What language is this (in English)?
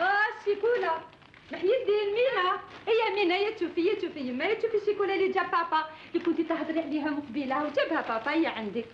Algerian Arabic